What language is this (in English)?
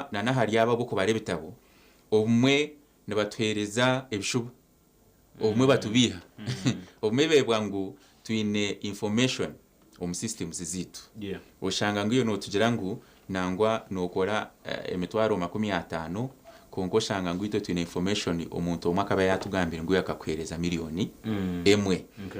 Nyankole